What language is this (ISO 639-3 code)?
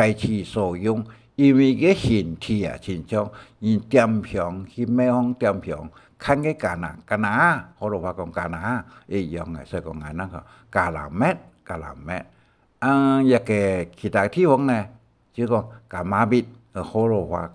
hak